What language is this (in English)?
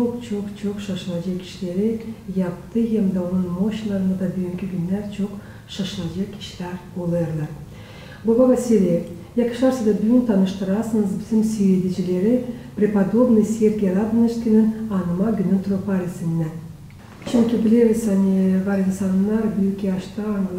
Gagauz